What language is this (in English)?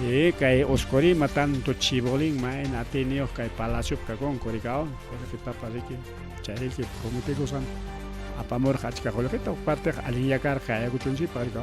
Ayacucho Quechua